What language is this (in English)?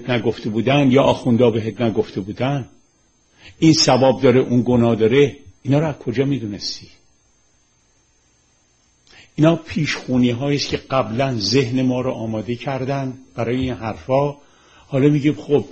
Persian